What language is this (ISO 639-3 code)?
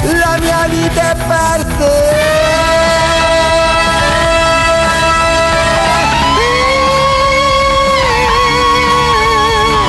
ita